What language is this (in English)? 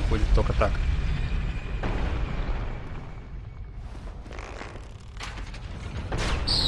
Russian